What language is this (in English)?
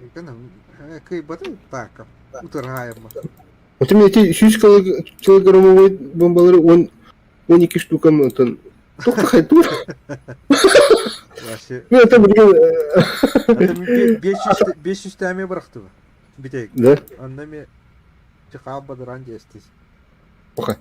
Yakut